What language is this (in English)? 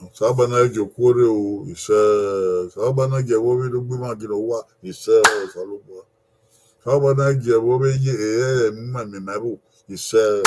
Bini